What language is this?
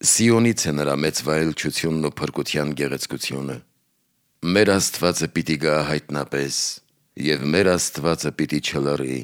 Armenian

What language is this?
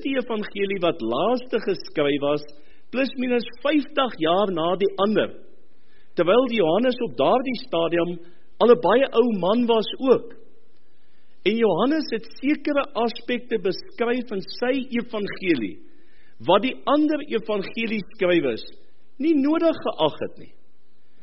Afrikaans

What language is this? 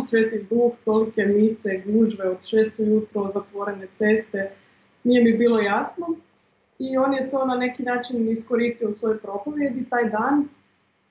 Croatian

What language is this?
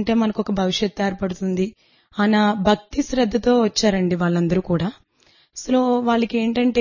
Telugu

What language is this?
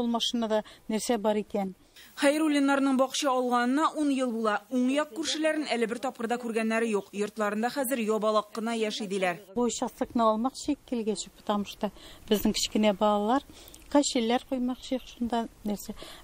Tatar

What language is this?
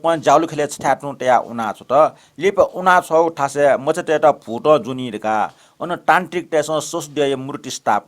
Newari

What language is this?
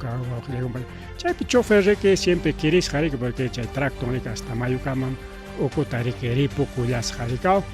Ayacucho Quechua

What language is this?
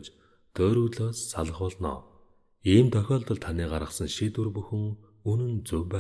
Mongolian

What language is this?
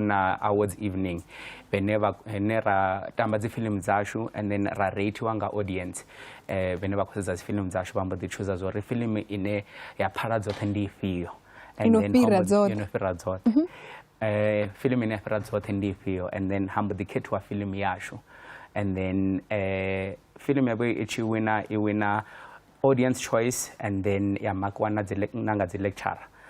Venda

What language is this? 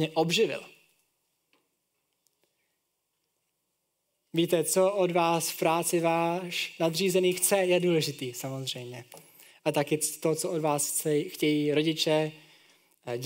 Czech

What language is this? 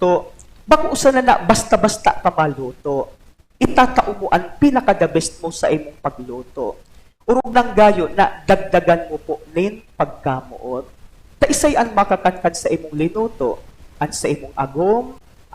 Bikol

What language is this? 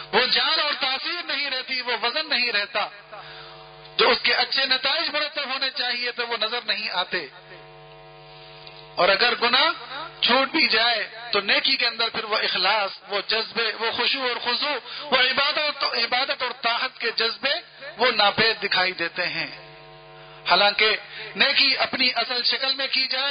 Urdu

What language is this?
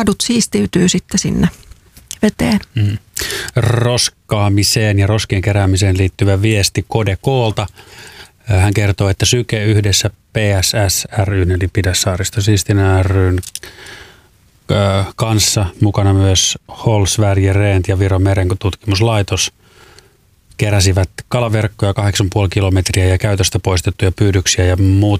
Finnish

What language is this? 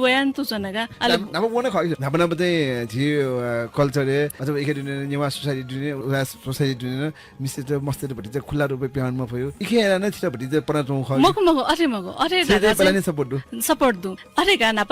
Newari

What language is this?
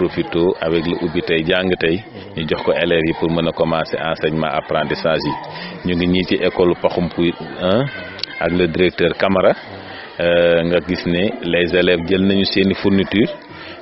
Wolof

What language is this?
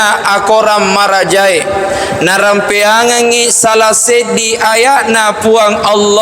Buginese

